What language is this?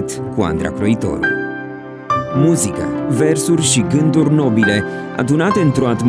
Romanian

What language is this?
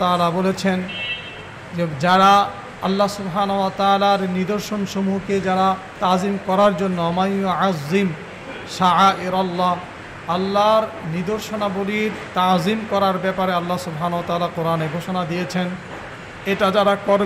Bangla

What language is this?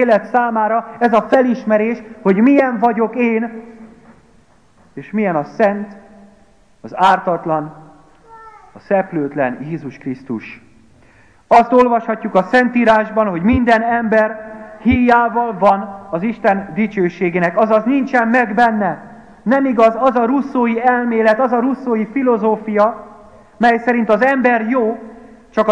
Hungarian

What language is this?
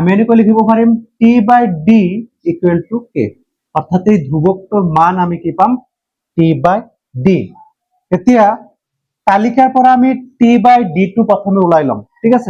Assamese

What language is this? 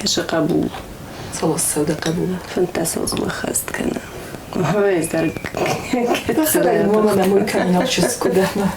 Ossetic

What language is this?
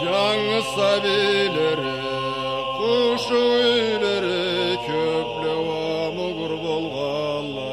Karachay-Balkar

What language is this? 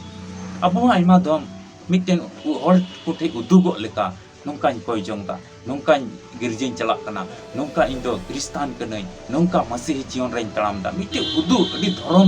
Santali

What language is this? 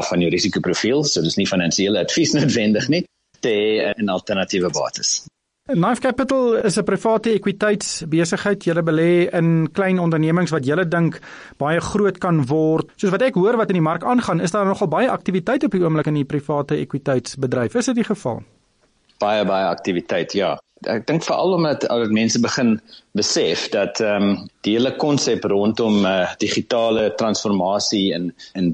Afrikaans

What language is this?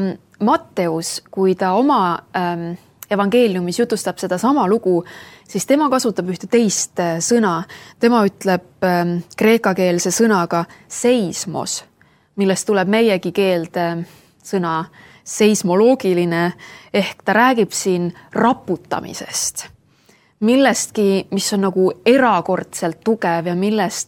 Estonian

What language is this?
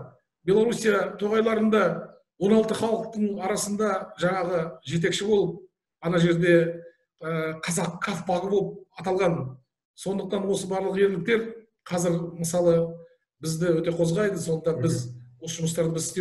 Kazakh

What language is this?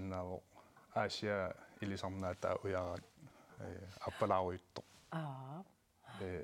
Kalaallisut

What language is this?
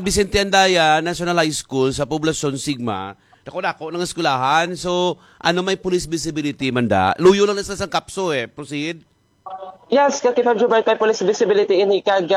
Hiligaynon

